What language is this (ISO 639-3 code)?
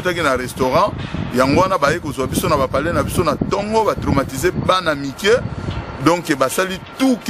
lin